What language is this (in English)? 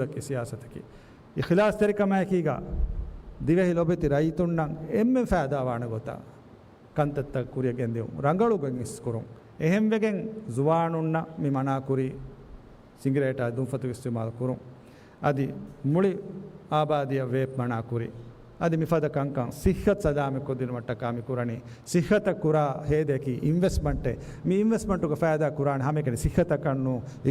Divehi